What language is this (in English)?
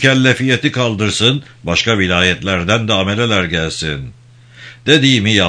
Turkish